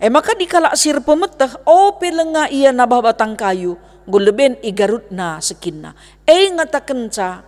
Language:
Batak Karo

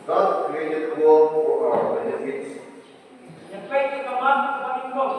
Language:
Khasi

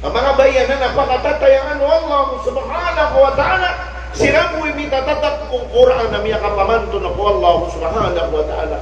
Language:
Maranao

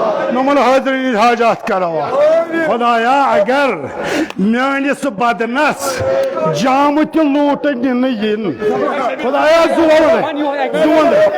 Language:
Kashmiri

